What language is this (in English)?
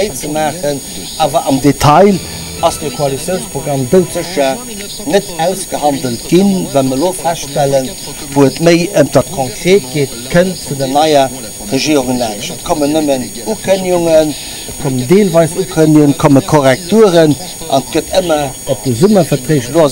Luxembourgish